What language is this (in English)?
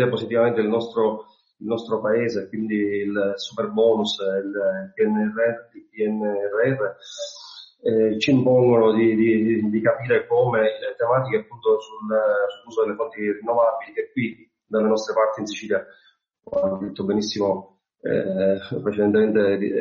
Italian